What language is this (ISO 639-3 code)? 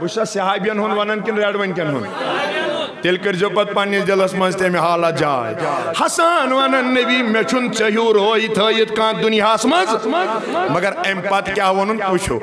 kas